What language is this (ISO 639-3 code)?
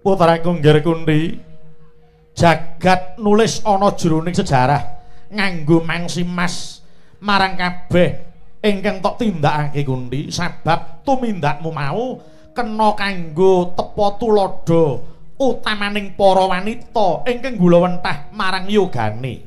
jav